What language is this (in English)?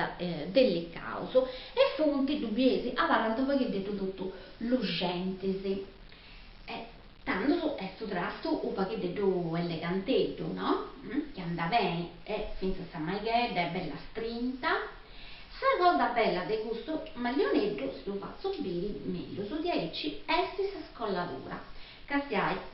Sardinian